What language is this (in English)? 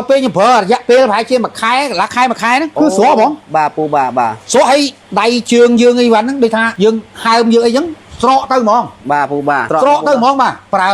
Khmer